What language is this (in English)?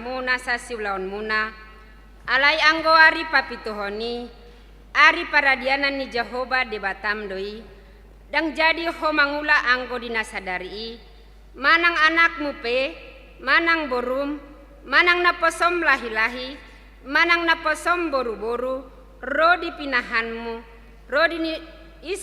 Batak Toba